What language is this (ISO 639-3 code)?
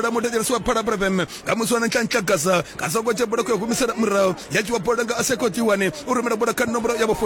ven